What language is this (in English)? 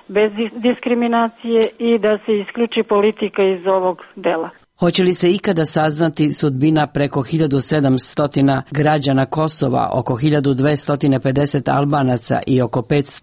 Serbian